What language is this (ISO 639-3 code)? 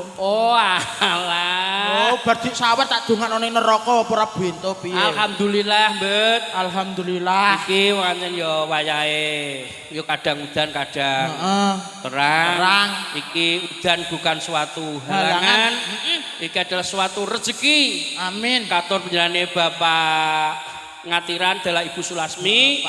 jav